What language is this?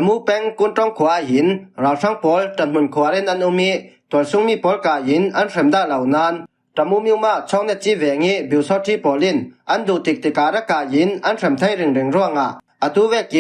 Falam Chin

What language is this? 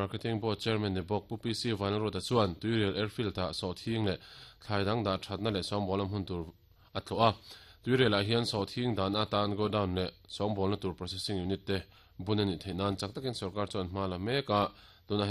Mizo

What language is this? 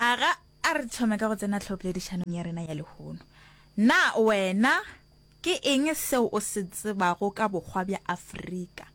Northern Sotho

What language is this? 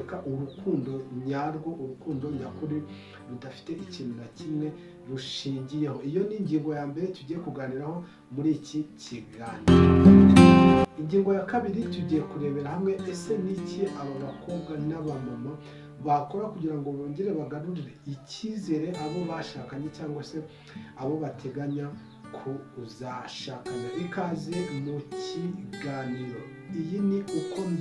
Kinyarwanda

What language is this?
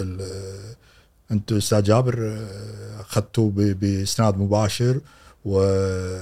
Gulf Arabic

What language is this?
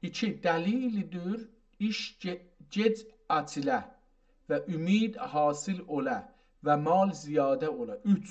South Azerbaijani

